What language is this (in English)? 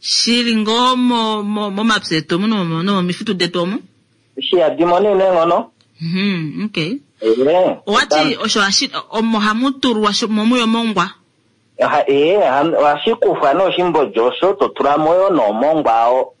Kuanyama